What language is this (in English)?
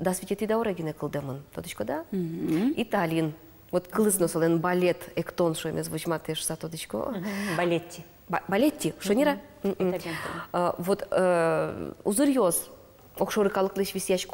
Udmurt